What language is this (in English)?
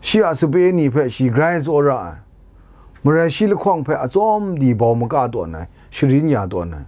Kachin